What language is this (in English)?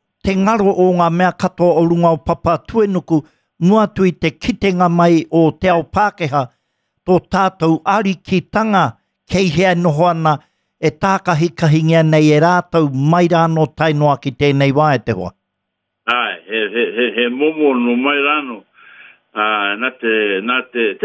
Māori